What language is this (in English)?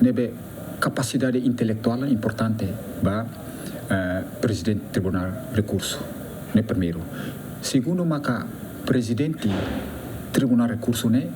Tetum